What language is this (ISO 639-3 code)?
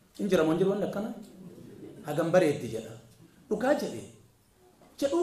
orm